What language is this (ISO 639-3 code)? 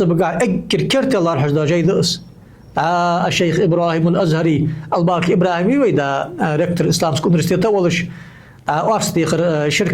inh